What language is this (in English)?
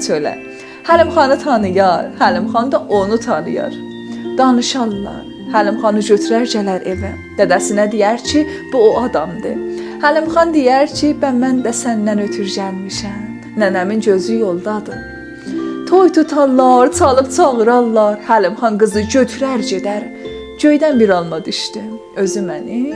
South Azerbaijani